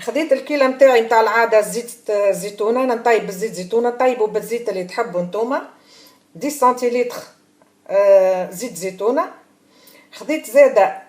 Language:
Tunisian Arabic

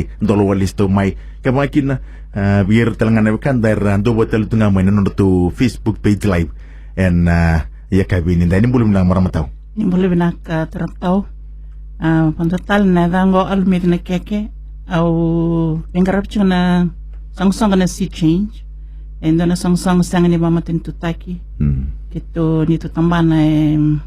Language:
Fijian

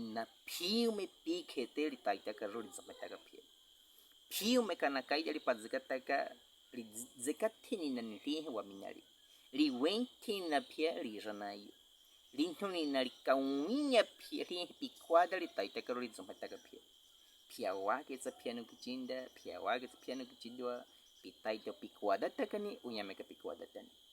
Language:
Baniwa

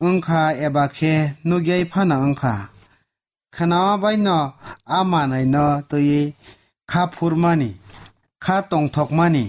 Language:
Kok Borok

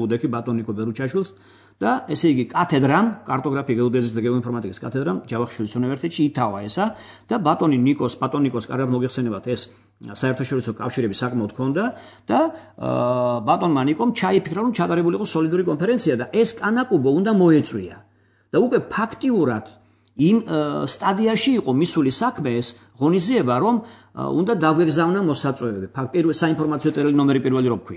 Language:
Georgian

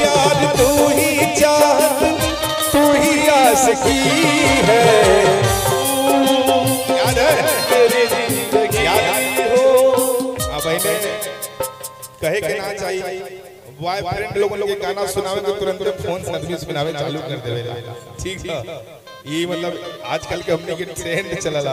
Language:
Bhojpuri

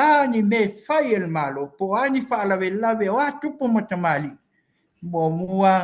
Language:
Samoan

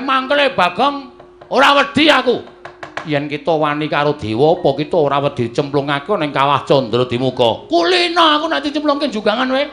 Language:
Javanese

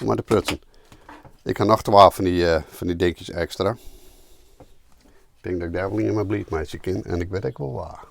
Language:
Western Frisian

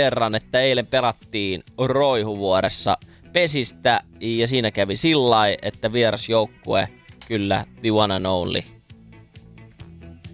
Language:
Finnish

